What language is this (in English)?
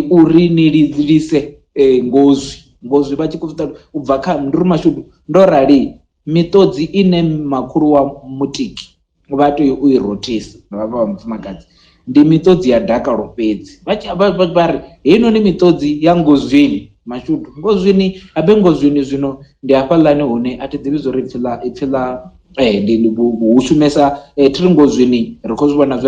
Venda